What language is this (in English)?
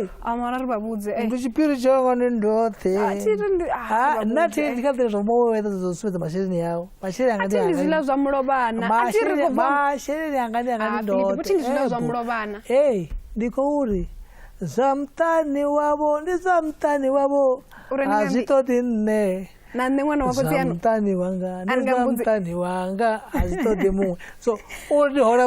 Venda